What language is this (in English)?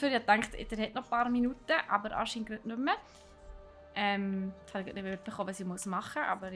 Swiss German